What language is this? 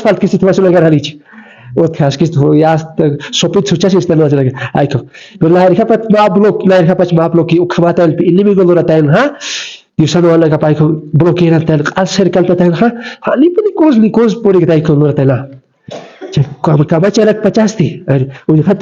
Aymara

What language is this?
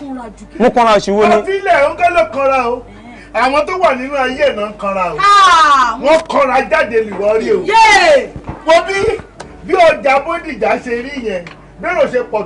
Yoruba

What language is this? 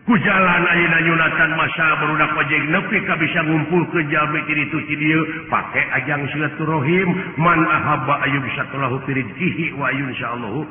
Sundanese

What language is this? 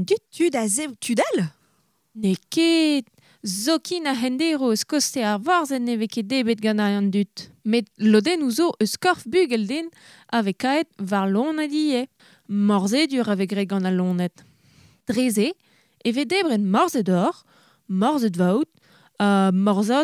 Breton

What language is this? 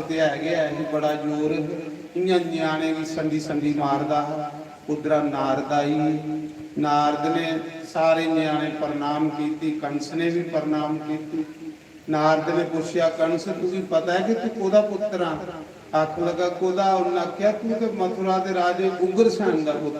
Dogri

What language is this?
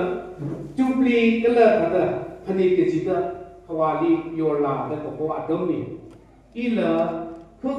Tangkhul Naga (India)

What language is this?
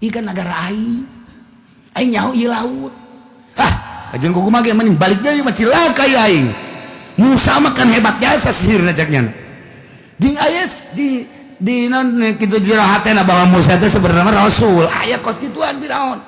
Sundanese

